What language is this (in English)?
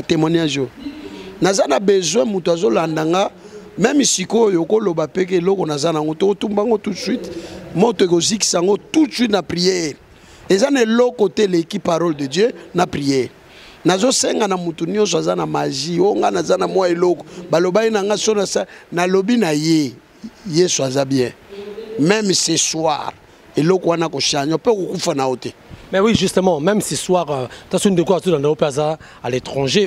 Lingala